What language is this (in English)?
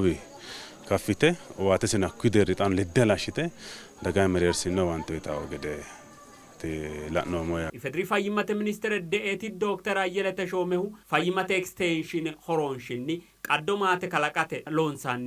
Sidamo